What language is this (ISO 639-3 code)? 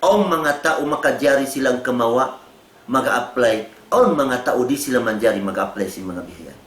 tsg